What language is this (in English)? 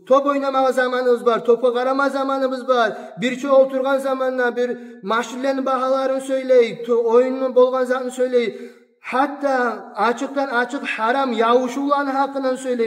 Kumyk